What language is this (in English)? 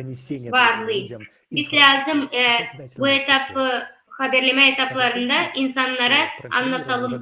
Gagauz